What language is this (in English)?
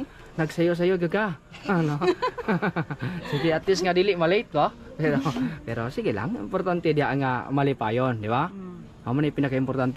Cebuano